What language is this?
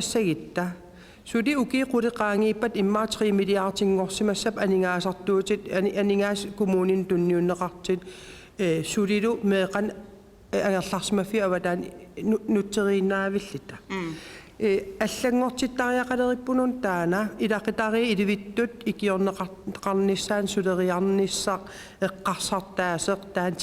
Kalaallisut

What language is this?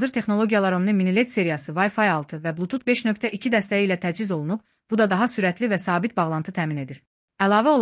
Azerbaijani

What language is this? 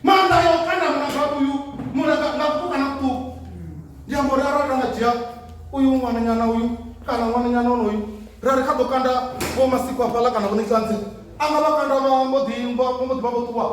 Venda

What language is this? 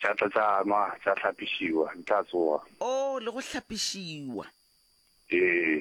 Northern Sotho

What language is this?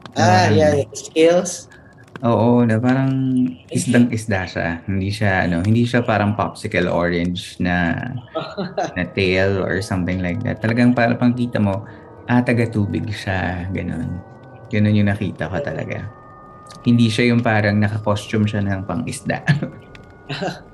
Filipino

